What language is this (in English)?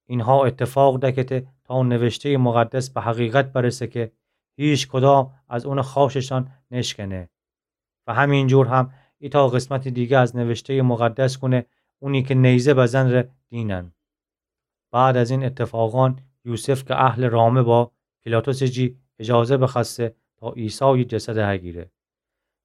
Gilaki